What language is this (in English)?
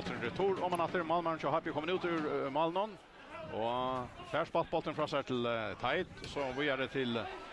Faroese